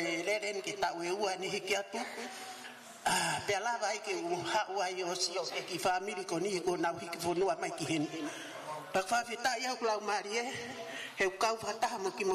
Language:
Tongan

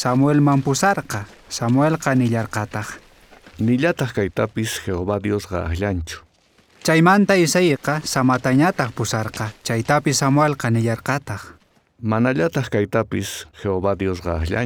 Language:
South Bolivian Quechua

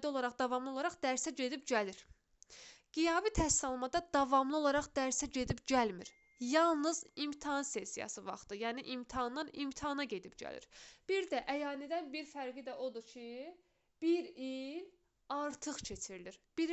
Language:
Azerbaijani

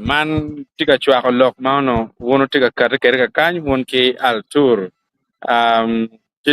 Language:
Acoli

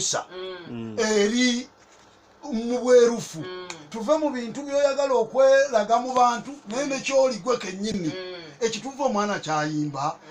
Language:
Ganda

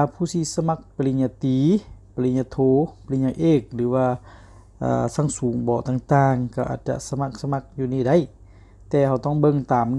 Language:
Lao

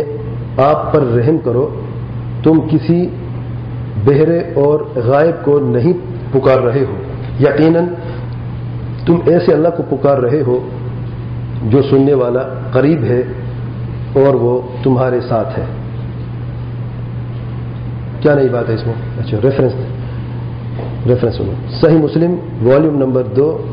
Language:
Urdu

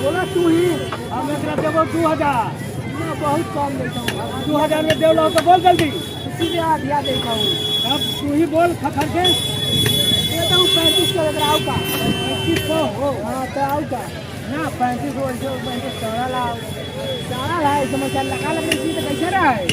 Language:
Magahi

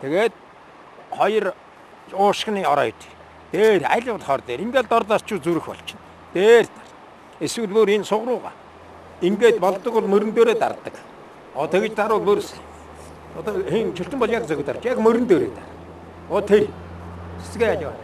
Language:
Mongolian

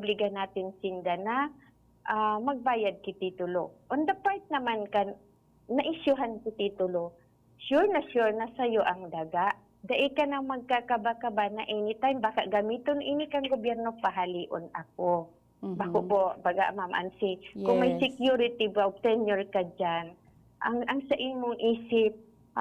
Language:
Bikol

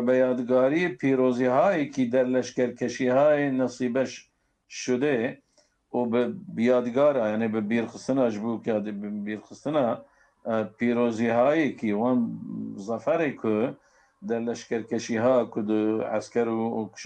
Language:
Kurdish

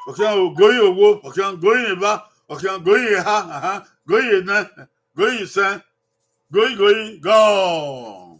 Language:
Bini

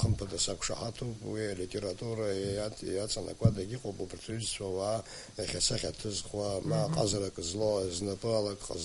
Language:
Abkhazian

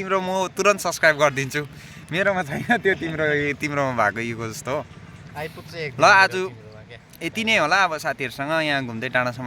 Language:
Nepali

